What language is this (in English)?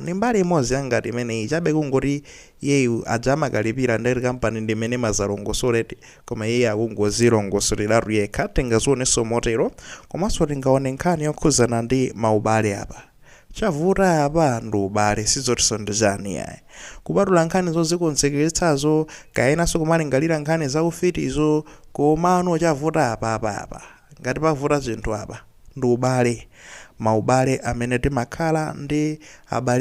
Nyanja